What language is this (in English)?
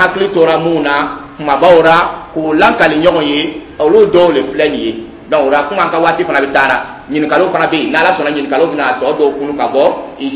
Dyula